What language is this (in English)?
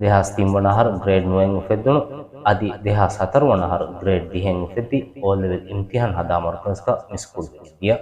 Divehi